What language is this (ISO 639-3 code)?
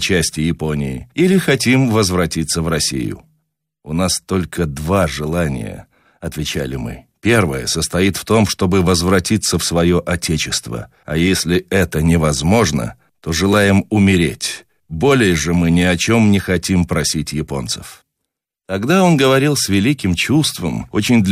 rus